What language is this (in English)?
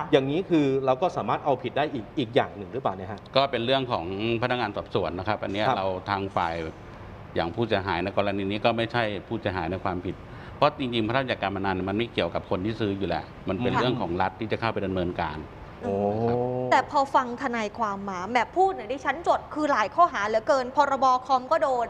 Thai